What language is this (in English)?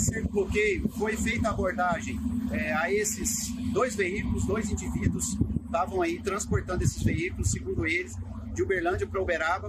Portuguese